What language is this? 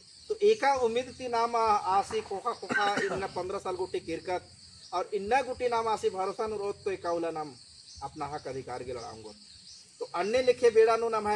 Kurukh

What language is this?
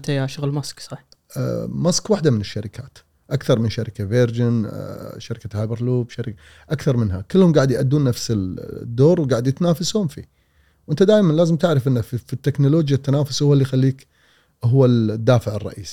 Gulf Arabic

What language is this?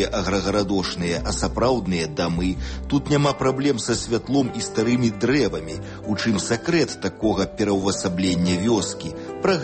Belarusian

